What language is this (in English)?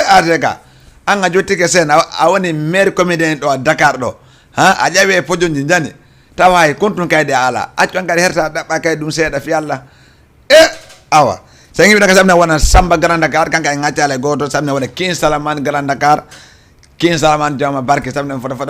Fula